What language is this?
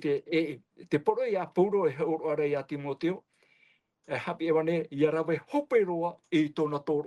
Tahitian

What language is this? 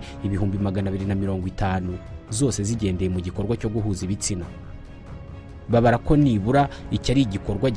Kinyarwanda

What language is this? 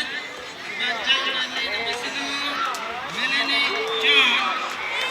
Pohnpeian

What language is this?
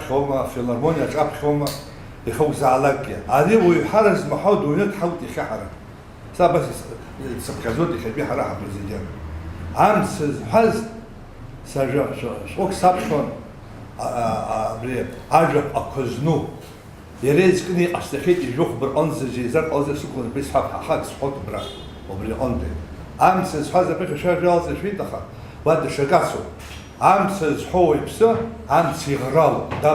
Abkhazian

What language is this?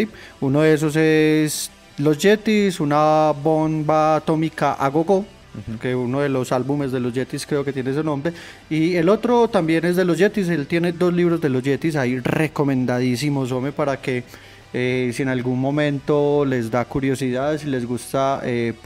Spanish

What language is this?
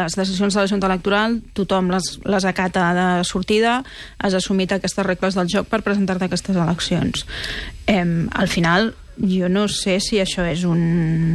Catalan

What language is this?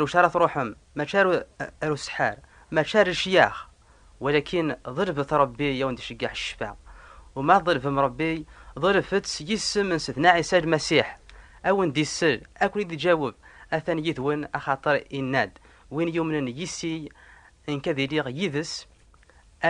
Kabyle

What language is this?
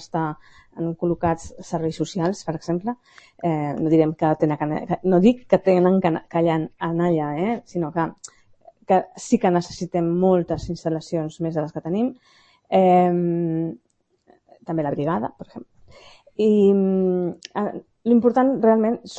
Catalan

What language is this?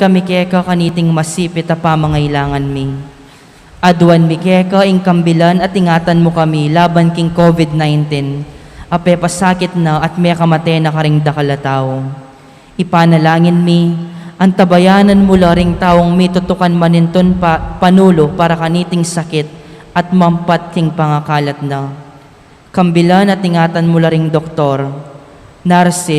Pampanga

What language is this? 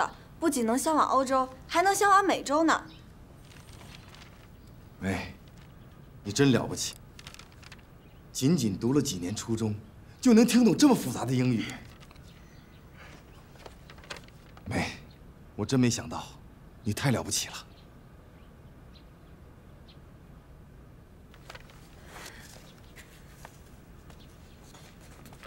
Chinese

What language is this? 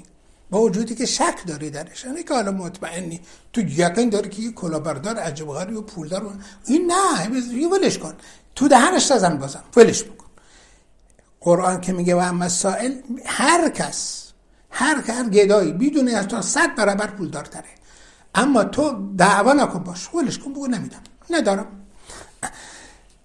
Persian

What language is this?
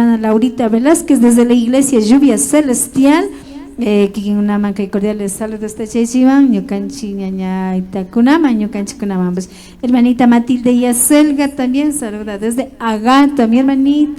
Imbabura Highland Quichua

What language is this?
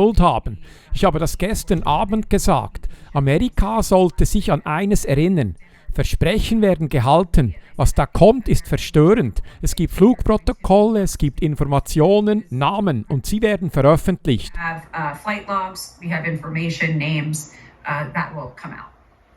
Swiss German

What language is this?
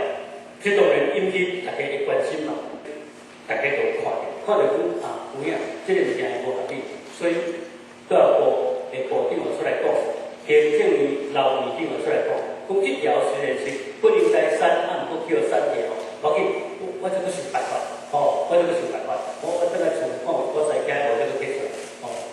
Min Nan Chinese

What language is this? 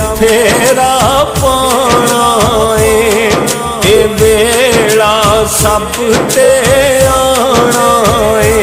Pahari-Potwari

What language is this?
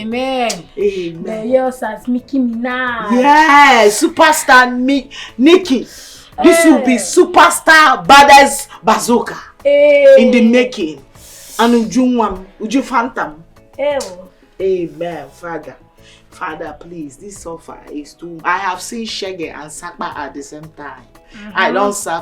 Nigerian Pidgin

